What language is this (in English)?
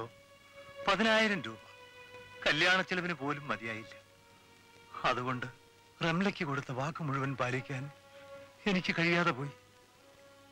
Malayalam